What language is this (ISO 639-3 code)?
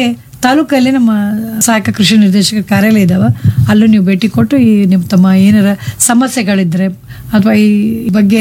kan